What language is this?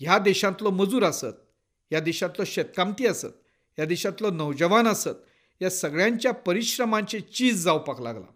Konkani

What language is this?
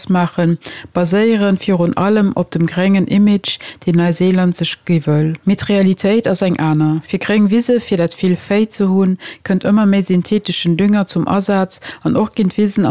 Luxembourgish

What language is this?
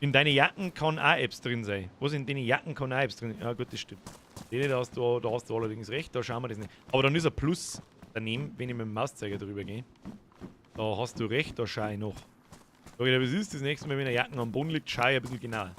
Bavarian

